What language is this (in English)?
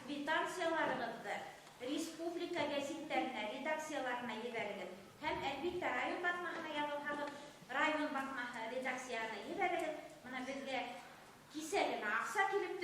Bashkir